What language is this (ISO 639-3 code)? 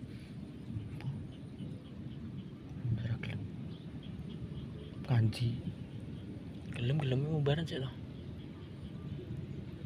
jav